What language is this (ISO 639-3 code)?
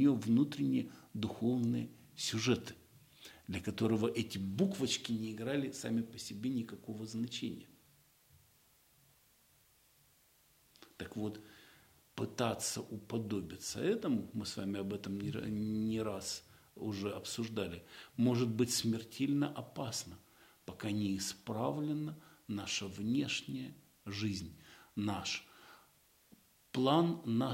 rus